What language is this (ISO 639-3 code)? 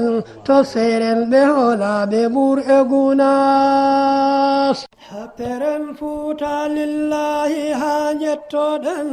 ful